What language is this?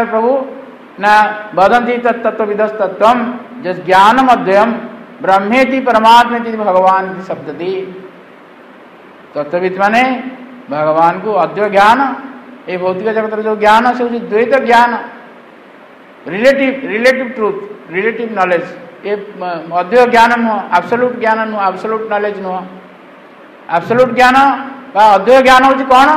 Odia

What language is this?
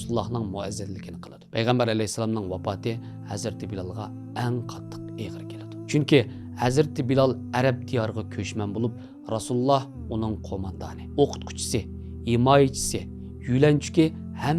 Uyghur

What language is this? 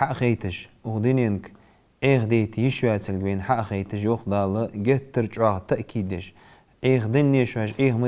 Ingush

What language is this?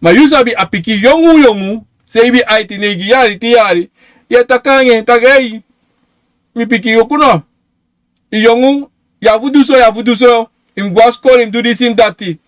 Sranan Tongo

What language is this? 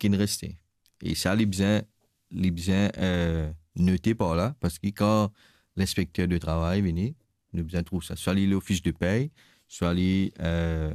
Morisyen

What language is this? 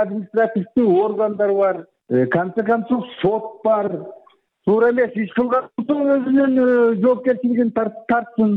Kyrgyz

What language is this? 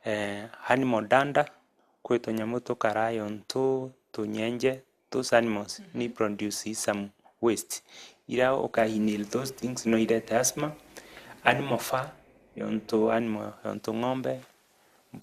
Meru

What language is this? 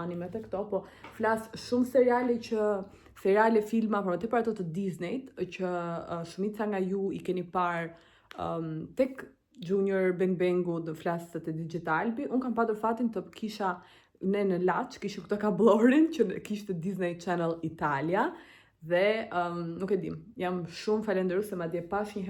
Albanian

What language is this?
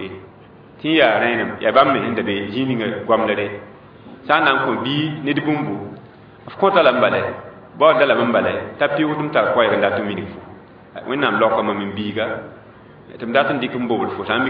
Mossi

